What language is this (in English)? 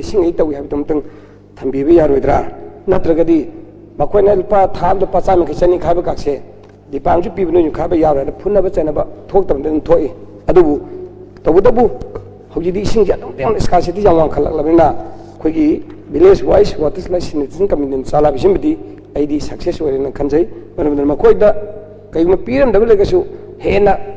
Manipuri